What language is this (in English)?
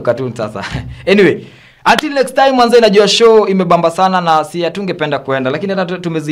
Swahili